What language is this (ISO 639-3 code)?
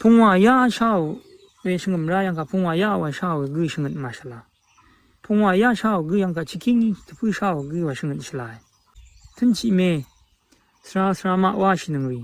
raw